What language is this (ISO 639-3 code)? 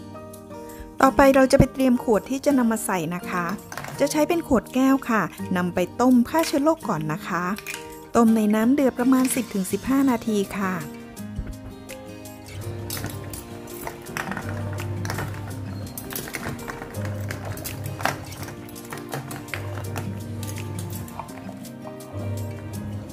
tha